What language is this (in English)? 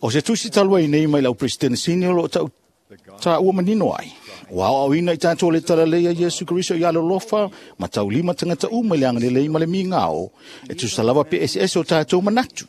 Samoan